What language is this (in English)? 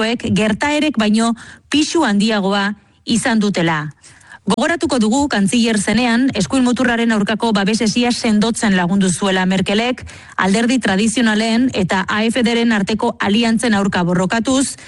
Basque